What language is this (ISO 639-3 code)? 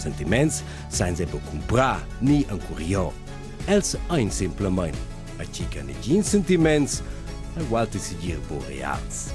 roh